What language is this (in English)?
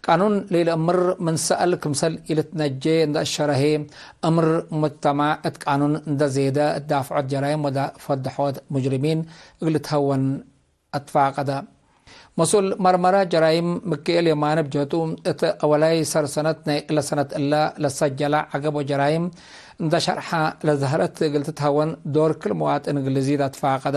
Tigre